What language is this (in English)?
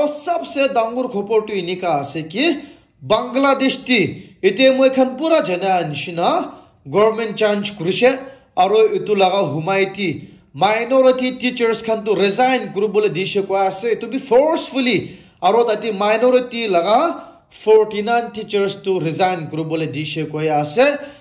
Naga Pidgin